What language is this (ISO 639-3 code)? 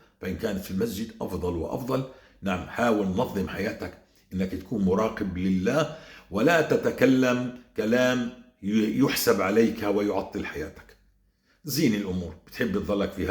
apc